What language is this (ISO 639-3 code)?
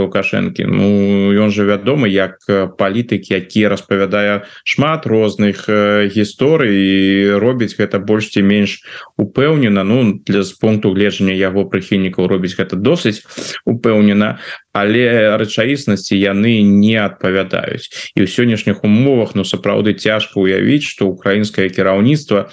bel